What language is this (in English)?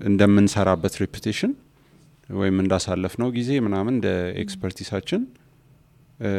Amharic